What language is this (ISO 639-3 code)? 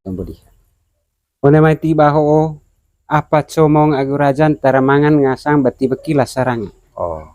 mqy